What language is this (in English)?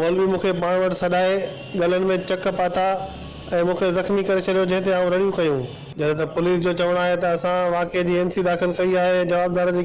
Sindhi